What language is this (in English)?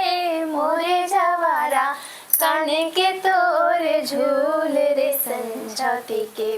Chhattisgarhi